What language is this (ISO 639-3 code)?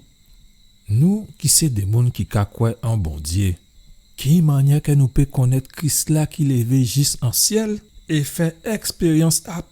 gcf